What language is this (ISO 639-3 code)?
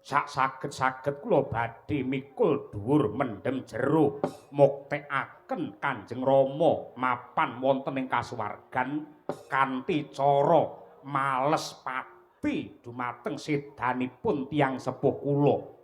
jav